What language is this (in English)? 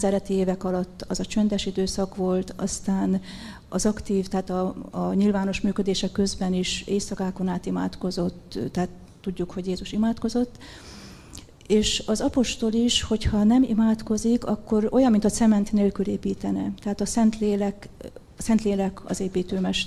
Hungarian